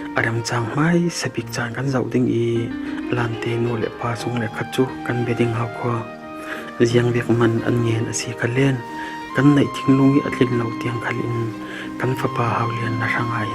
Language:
Falam Chin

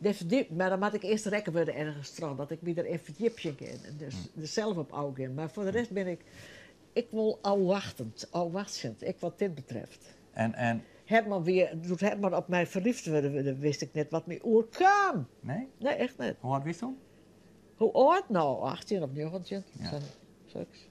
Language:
Western Frisian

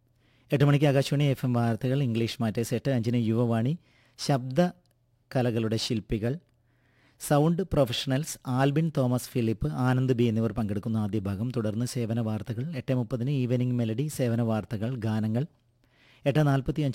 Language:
Malayalam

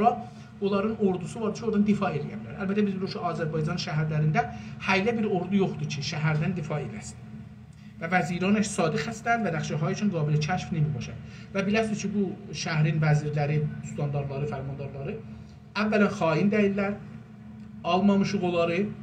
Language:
South Azerbaijani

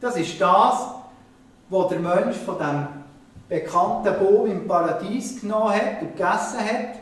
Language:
Swiss German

